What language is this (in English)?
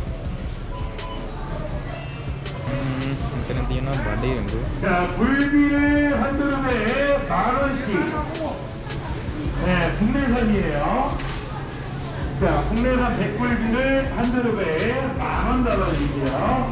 Korean